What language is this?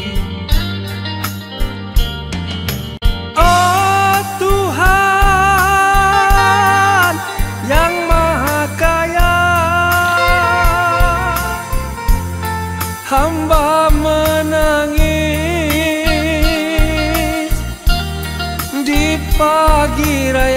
Malay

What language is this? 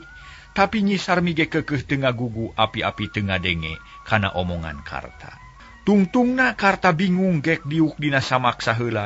Sundanese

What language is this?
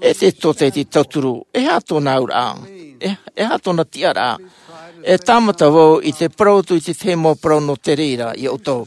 Tahitian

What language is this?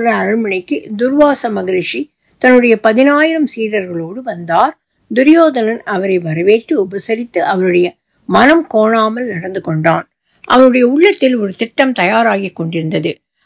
Tamil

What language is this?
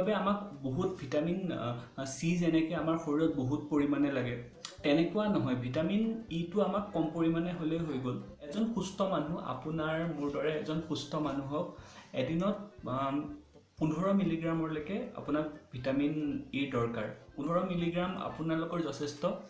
Assamese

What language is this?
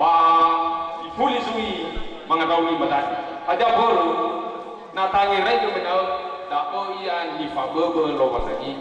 Nias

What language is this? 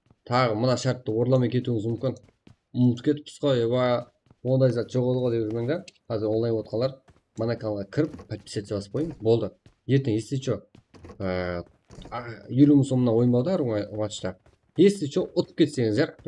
Kara-Kalpak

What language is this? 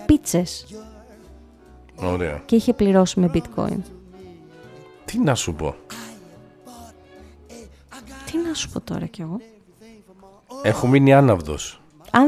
Greek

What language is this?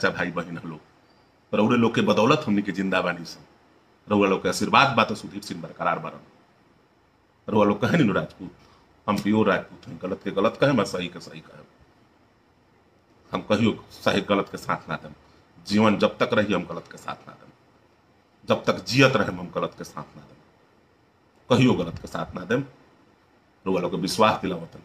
Bhojpuri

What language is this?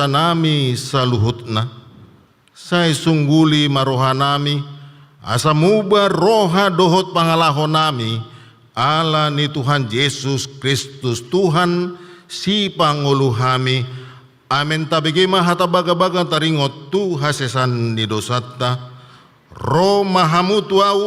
Batak Toba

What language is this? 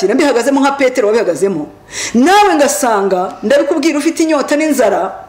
Kinyarwanda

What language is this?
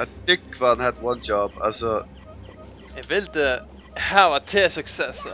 Faroese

